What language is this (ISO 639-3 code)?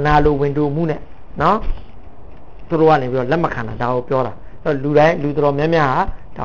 mya